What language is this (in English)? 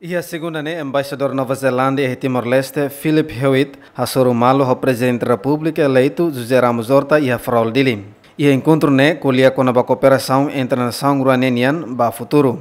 Tetum